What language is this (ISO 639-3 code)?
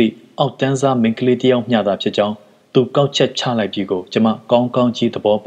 mya